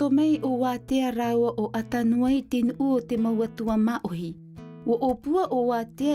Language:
Tahitian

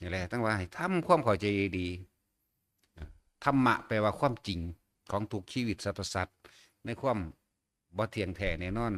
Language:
Northeastern Thai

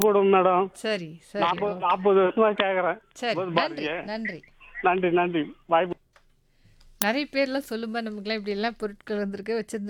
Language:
Tamil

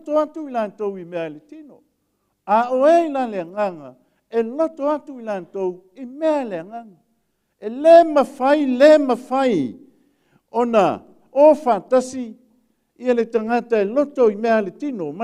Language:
Samoan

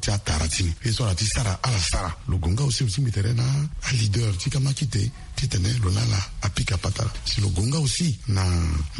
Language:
Sango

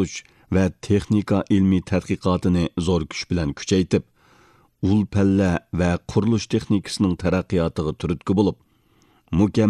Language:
Uyghur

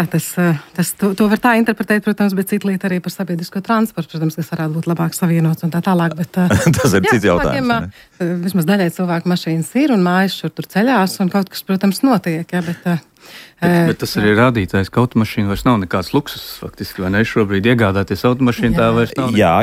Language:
Latvian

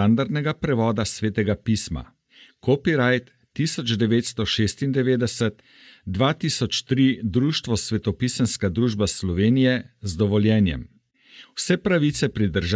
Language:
Slovenian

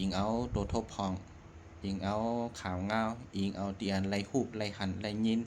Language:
Shan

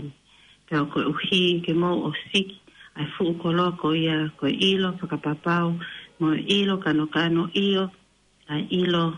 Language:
Tongan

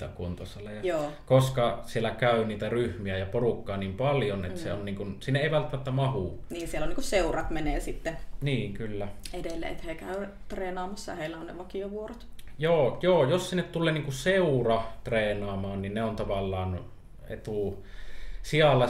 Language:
Finnish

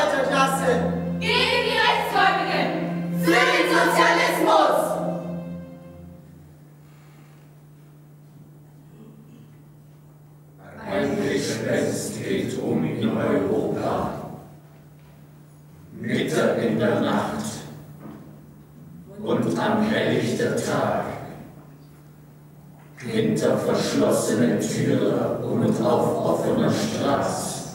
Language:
German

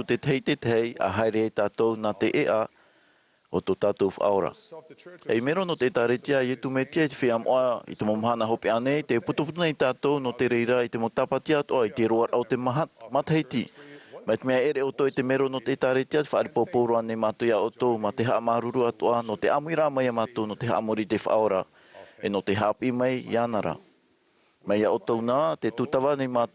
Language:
Tahitian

